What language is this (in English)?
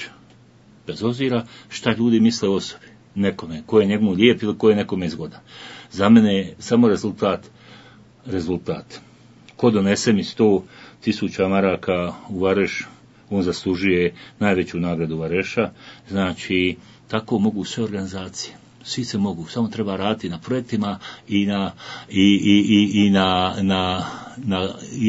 Bosnian